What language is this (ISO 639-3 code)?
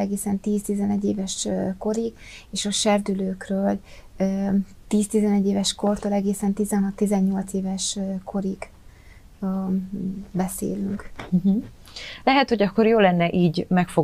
hun